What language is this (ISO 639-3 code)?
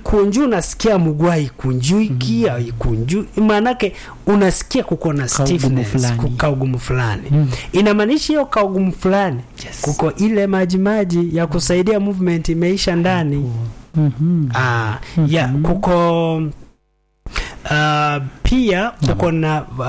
swa